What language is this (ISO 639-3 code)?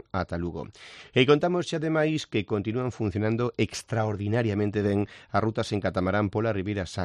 glg